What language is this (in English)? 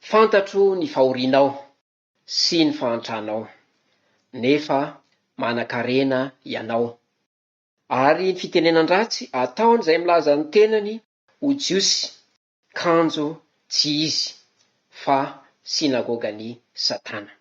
Malagasy